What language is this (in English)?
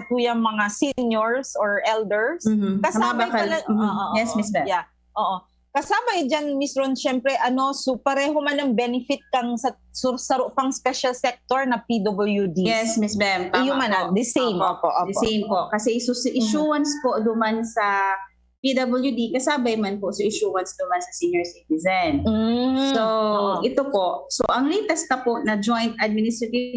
Bikol